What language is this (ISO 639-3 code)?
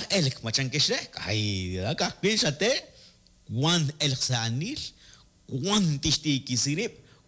kek